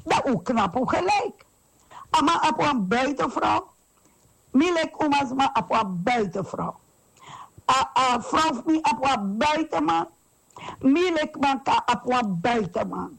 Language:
Sranan Tongo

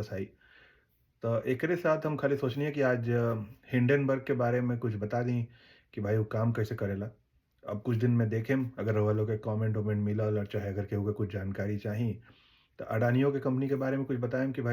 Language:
Bhojpuri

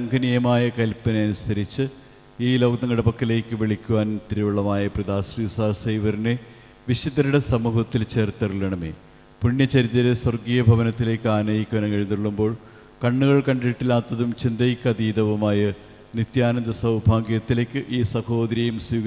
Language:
Malayalam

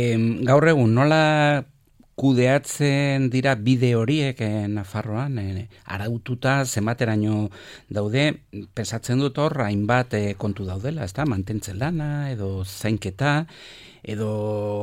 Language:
Basque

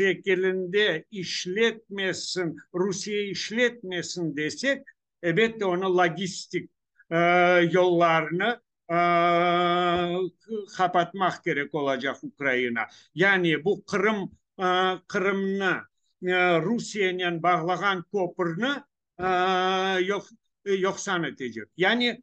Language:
Crimean Tatar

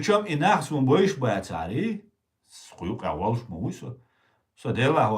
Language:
Chechen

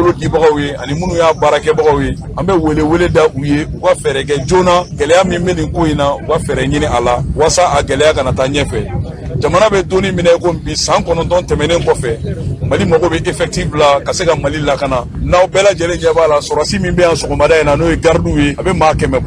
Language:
Bambara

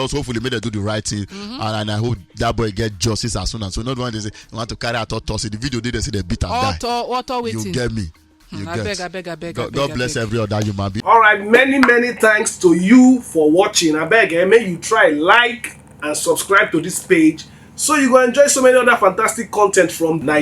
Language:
Nigerian Pidgin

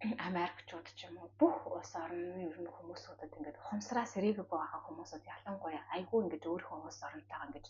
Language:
Mongolian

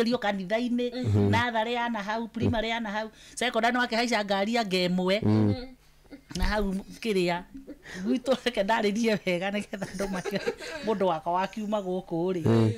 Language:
Kikuyu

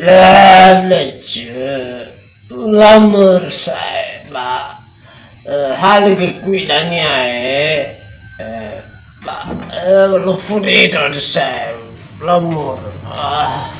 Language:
Nias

